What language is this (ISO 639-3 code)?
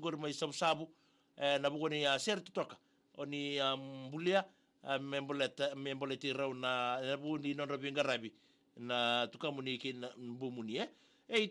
fij